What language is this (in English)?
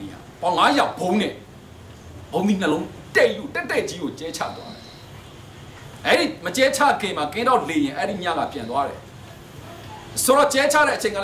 Burmese